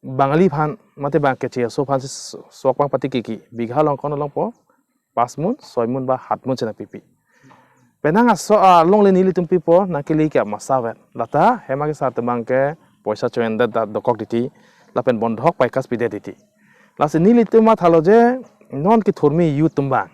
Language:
Karbi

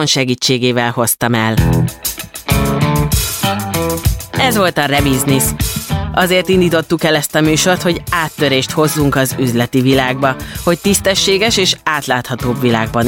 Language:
Hungarian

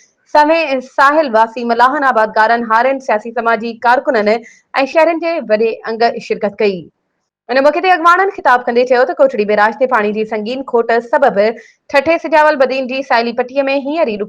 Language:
Sindhi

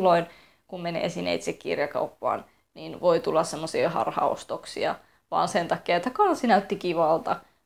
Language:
Finnish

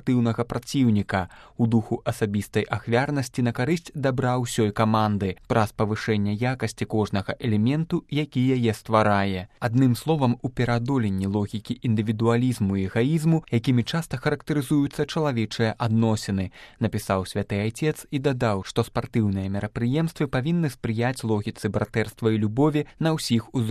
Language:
Belarusian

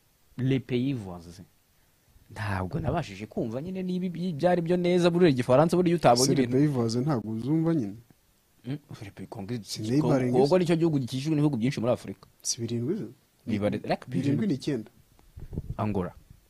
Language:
Kinyarwanda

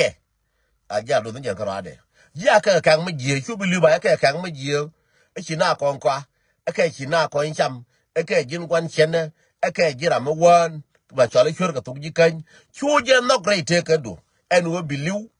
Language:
Nuer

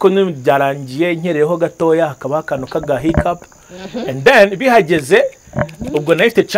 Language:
Kinyarwanda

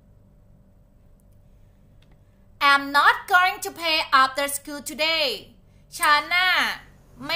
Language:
Thai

